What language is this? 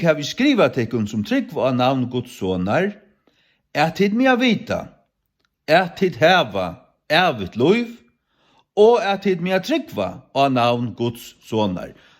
Faroese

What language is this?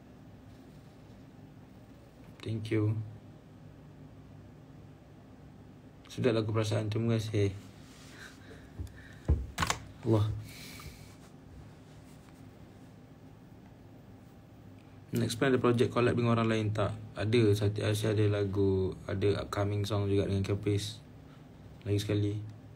Malay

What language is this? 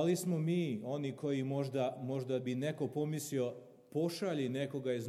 Serbian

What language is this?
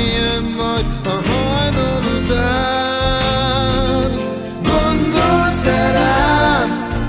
Hungarian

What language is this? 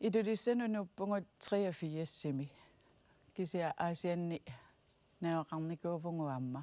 Kalaallisut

